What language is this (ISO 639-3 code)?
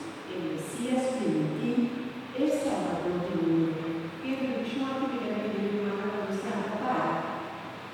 pap